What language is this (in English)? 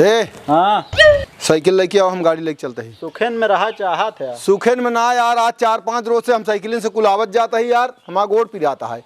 Awadhi